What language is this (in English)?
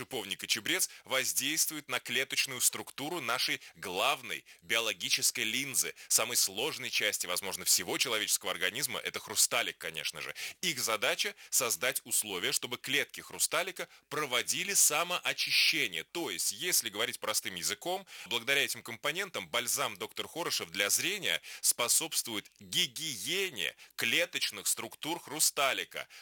Russian